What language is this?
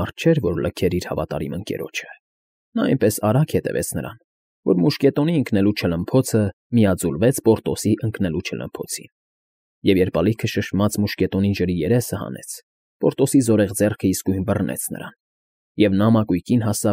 Armenian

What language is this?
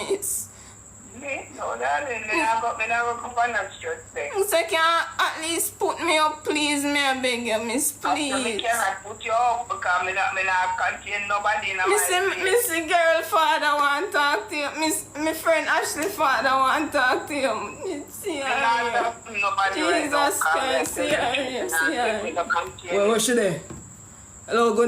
Jamaican Creole English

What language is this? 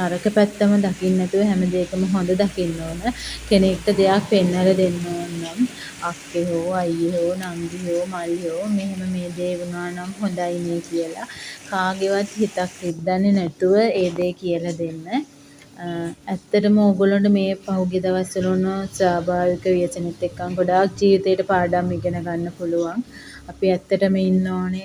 Sinhala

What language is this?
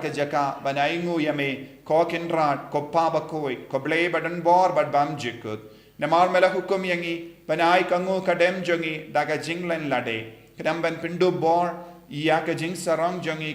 Khasi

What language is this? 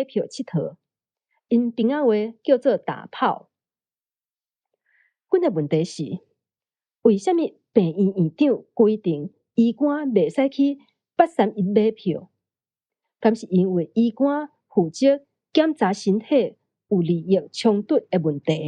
Min Nan Chinese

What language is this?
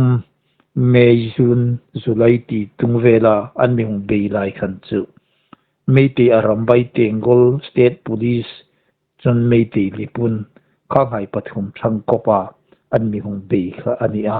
Hmar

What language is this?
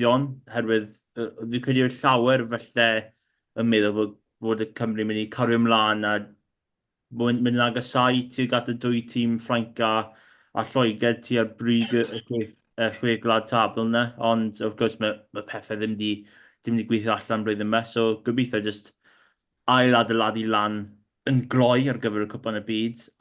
Welsh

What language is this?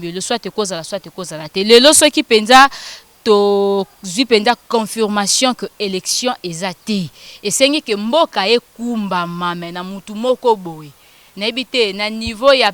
Lingala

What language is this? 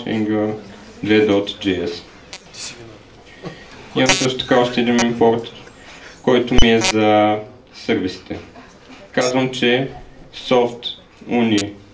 Bulgarian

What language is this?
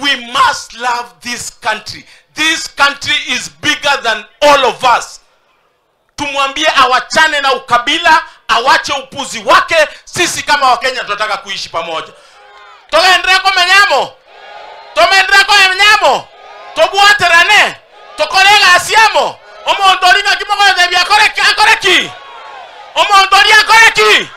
Gusii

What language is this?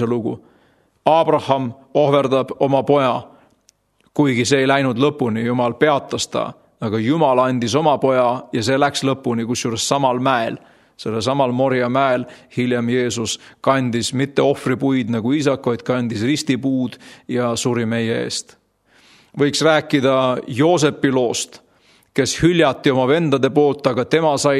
Estonian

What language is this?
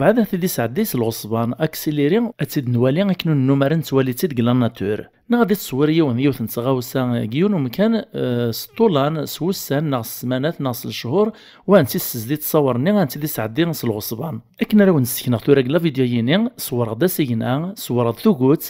Kabyle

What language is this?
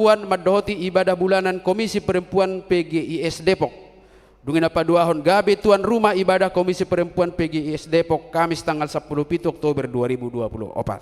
Batak Toba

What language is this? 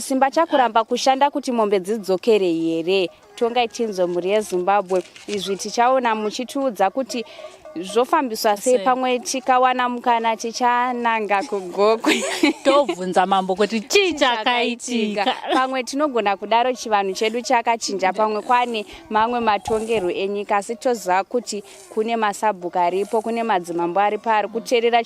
Shona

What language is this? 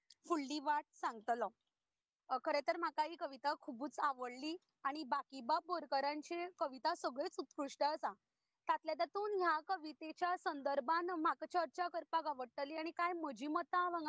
Konkani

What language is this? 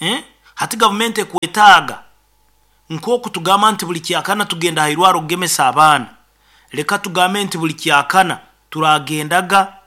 Nyoro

